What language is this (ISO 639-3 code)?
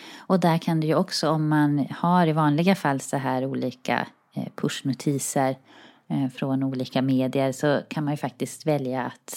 swe